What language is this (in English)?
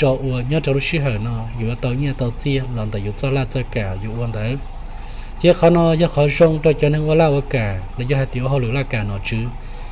Hmong